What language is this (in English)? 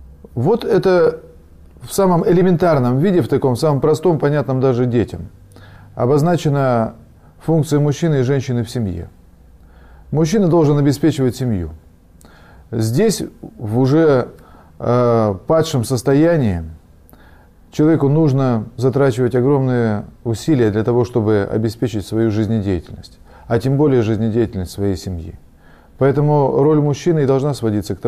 Russian